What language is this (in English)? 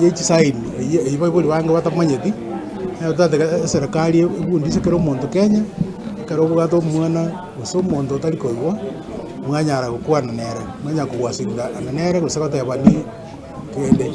Gusii